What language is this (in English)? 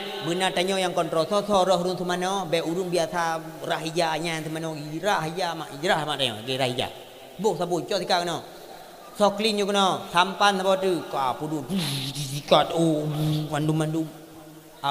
Achinese